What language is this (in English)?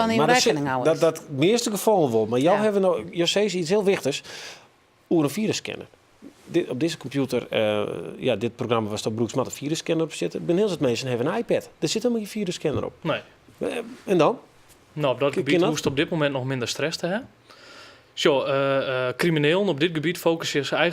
Western Frisian